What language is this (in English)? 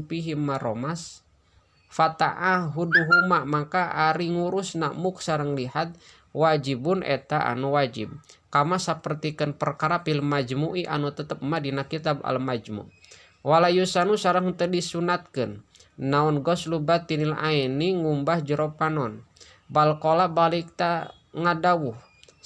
Sundanese